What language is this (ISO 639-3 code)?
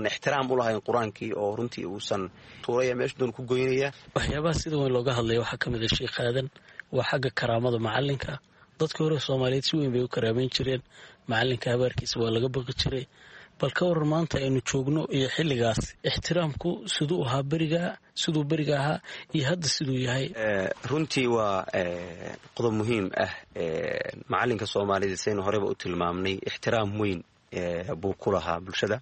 som